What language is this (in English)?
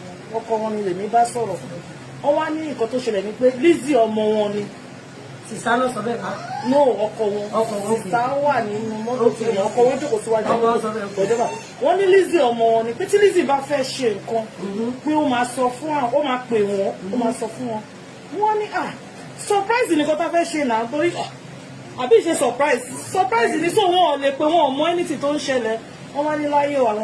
Yoruba